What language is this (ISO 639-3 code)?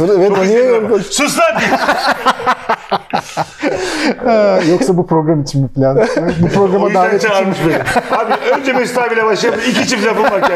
tur